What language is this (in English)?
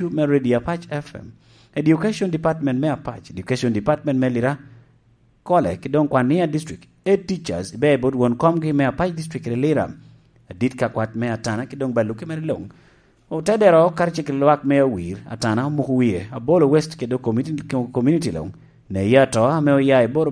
Lango (Uganda)